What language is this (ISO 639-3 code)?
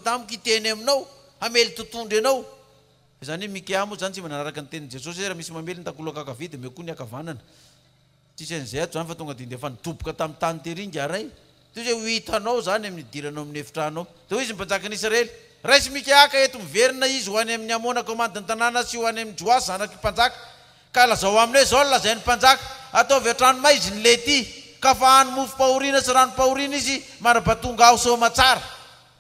mlg